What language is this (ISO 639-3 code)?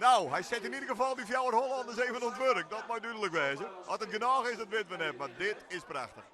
fry